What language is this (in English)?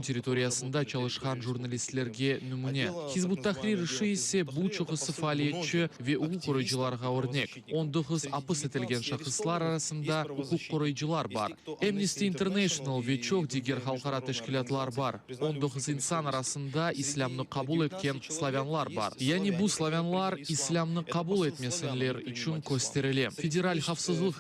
Crimean Tatar